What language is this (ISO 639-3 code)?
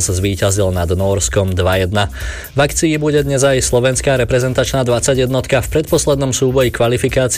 slk